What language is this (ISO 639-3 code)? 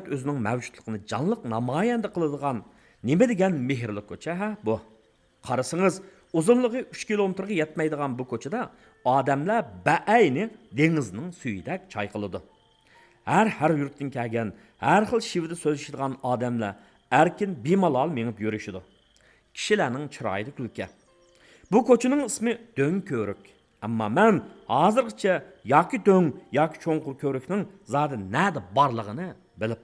uig